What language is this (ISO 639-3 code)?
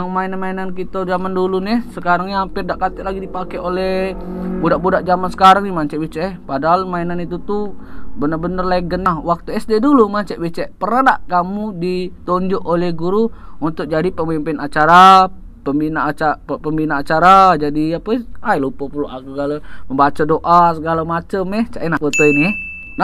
mui